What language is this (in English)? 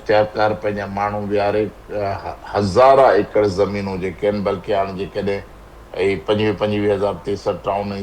Sindhi